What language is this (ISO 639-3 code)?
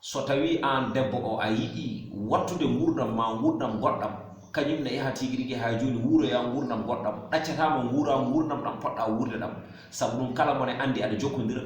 ful